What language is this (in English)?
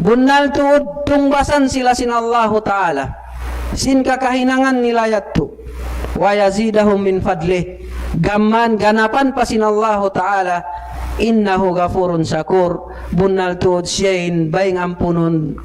Tausug